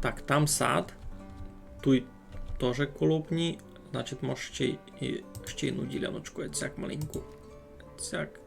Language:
Rusyn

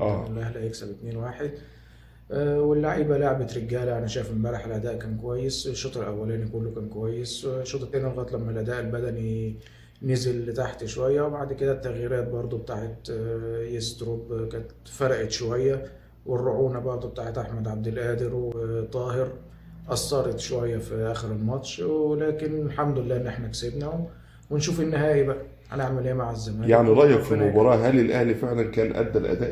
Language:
Egyptian Arabic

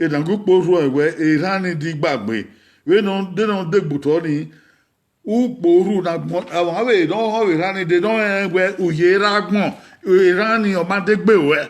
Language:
Bini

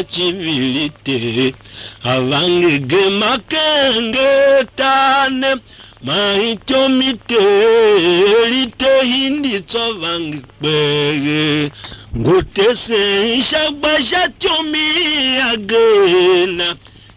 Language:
Tiv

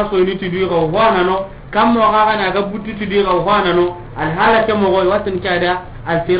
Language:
Soninke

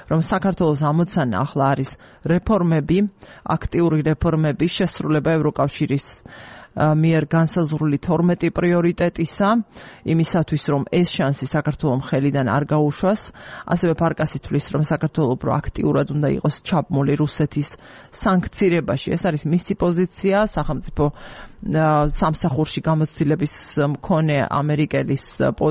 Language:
Georgian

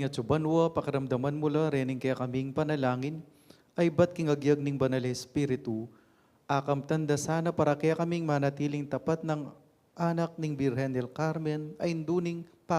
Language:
Pampanga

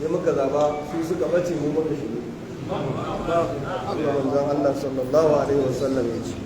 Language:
Hausa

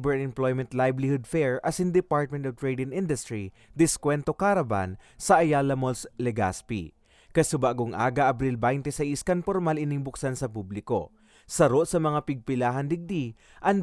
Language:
Bikol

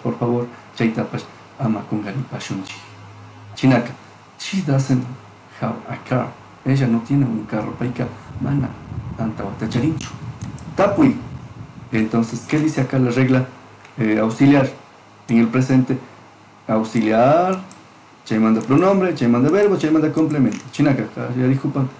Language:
Chimborazo Highland Quichua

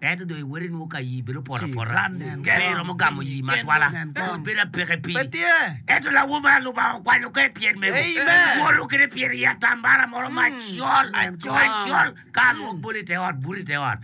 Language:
Acoli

